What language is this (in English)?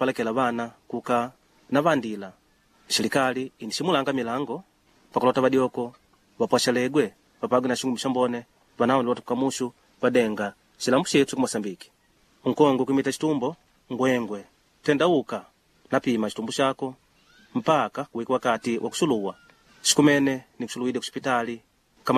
Makonde